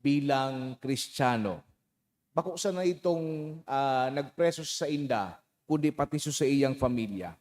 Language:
Bikol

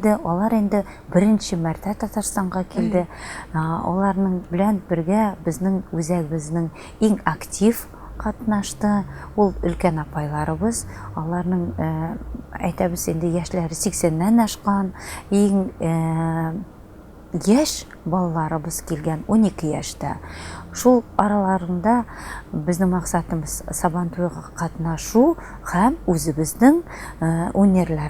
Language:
Tatar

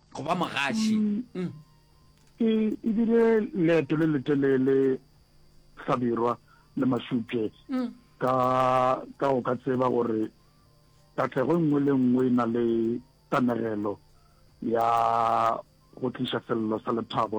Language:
Northern Sotho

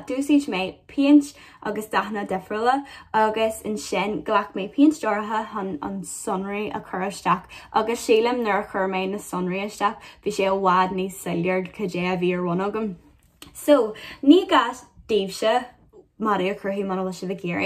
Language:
Irish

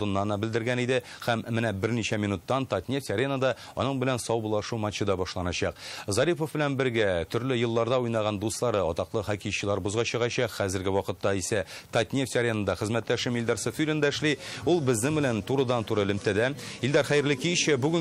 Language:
Tatar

